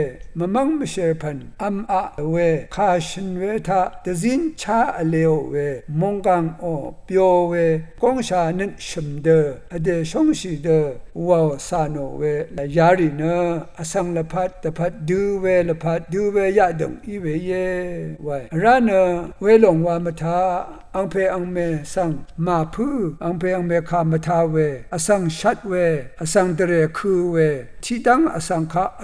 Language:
Rawang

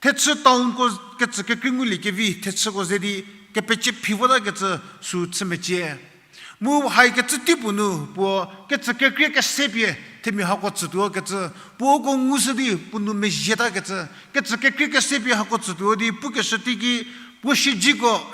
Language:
Angami Naga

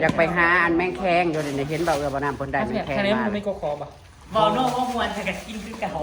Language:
Northeastern Thai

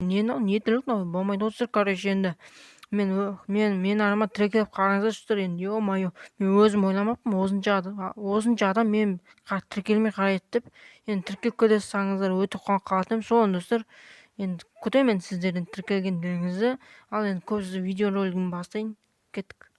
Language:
Kazakh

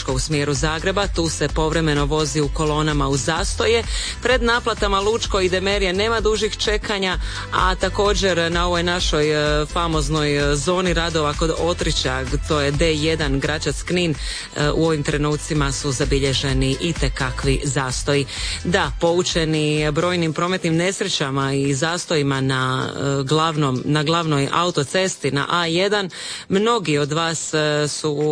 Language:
Croatian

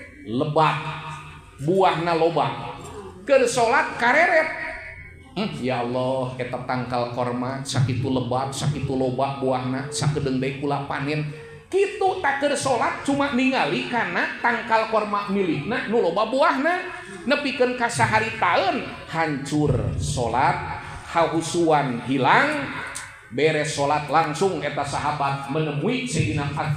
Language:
Sundanese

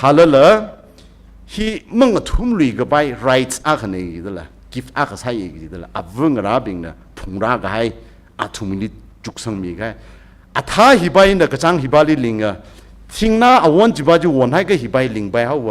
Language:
Tangkhul Naga (India)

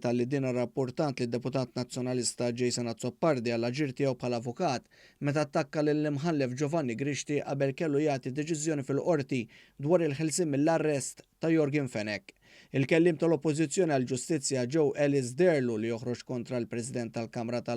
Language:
Maltese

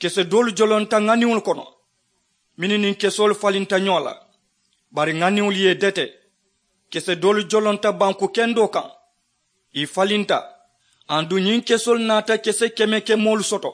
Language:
Mandingo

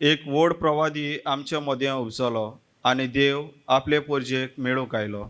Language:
Konkani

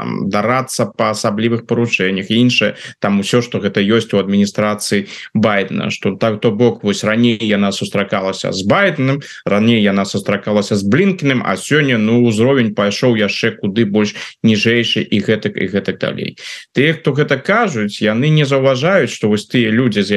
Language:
Belarusian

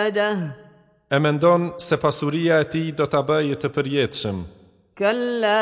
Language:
Albanian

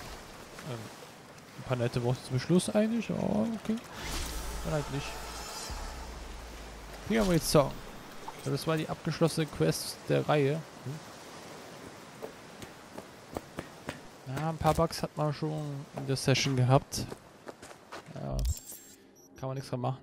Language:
German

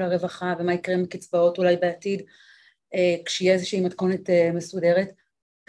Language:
Hebrew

